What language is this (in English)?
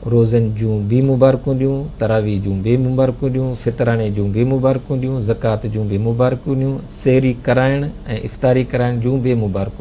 Sindhi